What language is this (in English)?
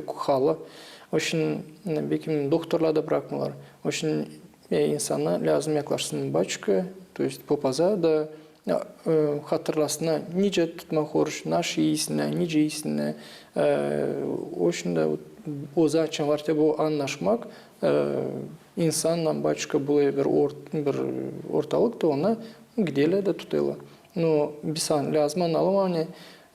Gagauz